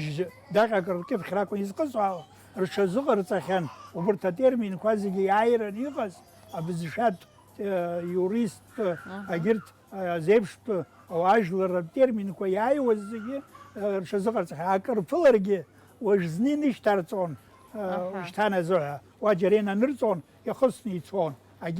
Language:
Abkhazian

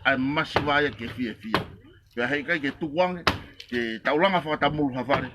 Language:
Tongan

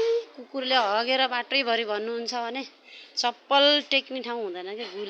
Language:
Nepali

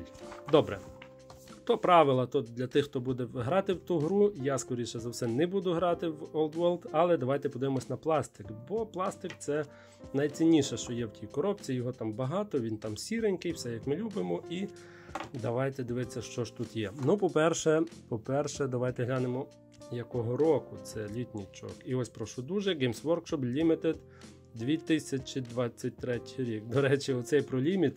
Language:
Ukrainian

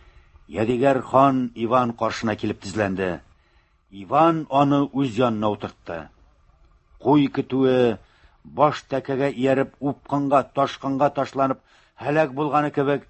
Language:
Tatar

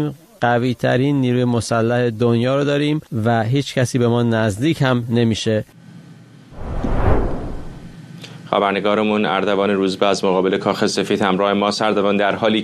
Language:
Persian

